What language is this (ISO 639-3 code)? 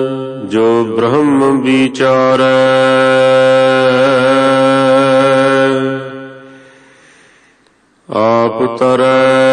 pan